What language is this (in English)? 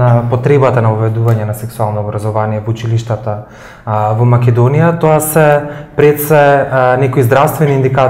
Macedonian